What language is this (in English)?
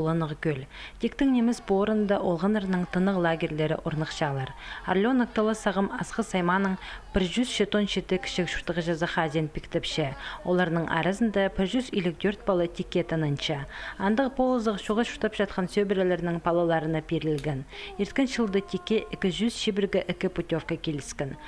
Khakas